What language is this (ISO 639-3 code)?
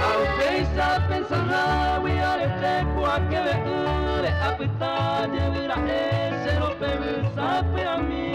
grn